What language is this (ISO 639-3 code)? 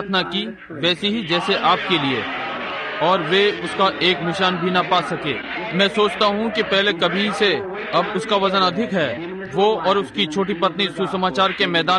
hin